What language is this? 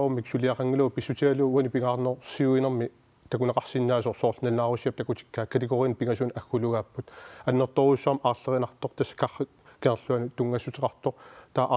Kalaallisut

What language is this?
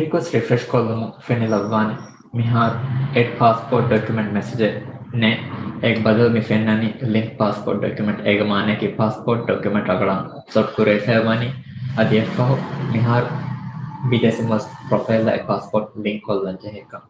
Divehi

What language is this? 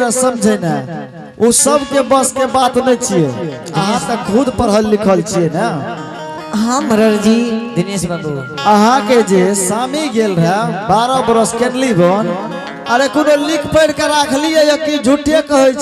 Angika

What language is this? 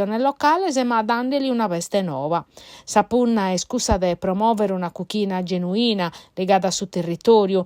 Sardinian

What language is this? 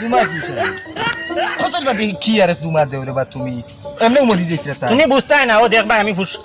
Sylheti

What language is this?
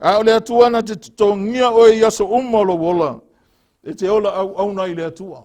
Samoan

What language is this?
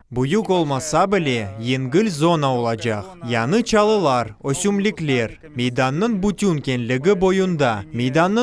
Crimean Tatar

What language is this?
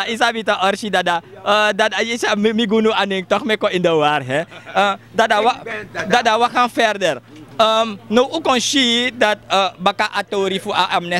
Sranan Tongo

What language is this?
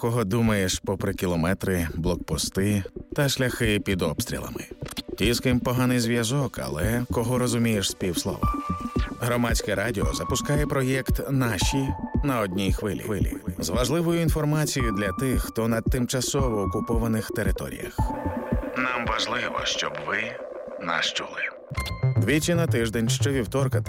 Ukrainian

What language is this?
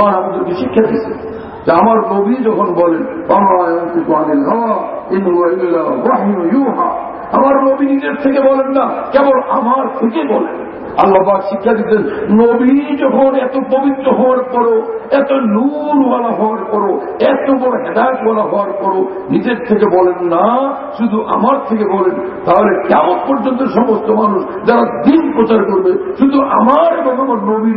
Bangla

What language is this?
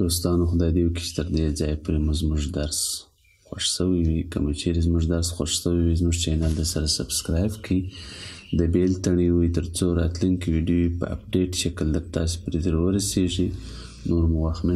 Pashto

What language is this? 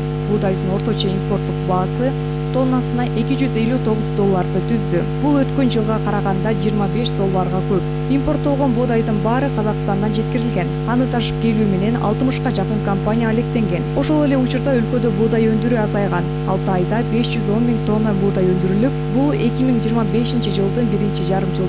Kyrgyz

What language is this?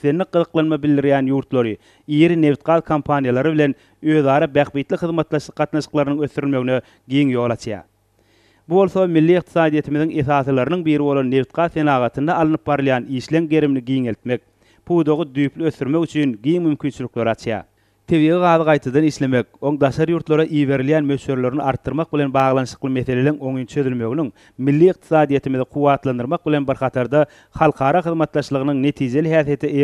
Turkmen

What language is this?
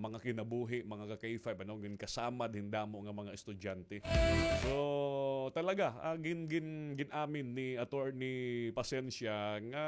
Waray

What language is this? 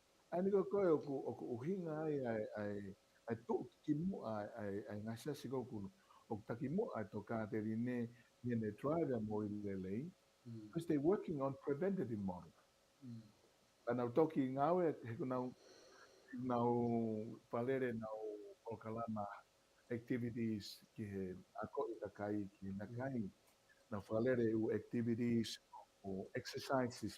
Tongan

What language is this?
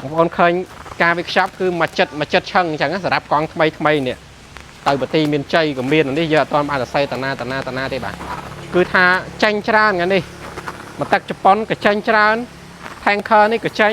Khmer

